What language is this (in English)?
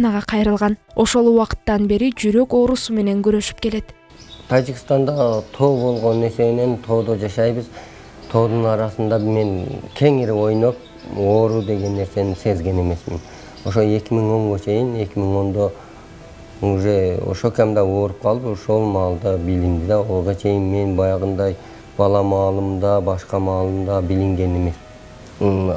Kyrgyz